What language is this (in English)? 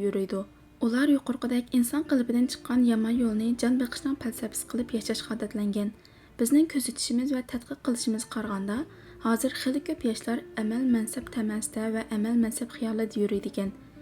Uyghur